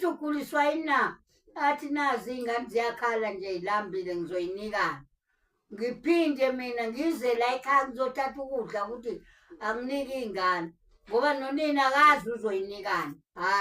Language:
Zulu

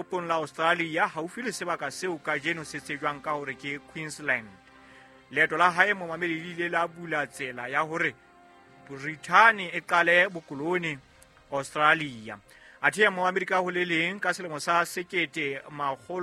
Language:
Southern Sotho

